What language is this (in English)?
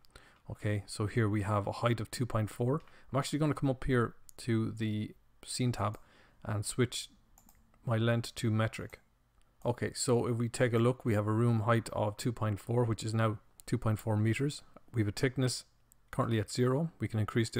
English